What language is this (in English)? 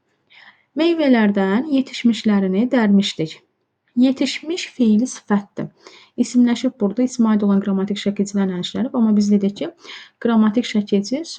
Azerbaijani